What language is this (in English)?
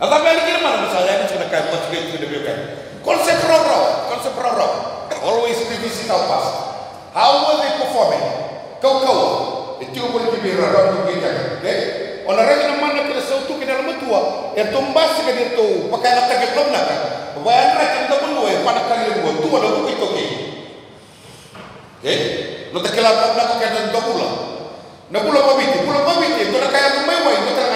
Malay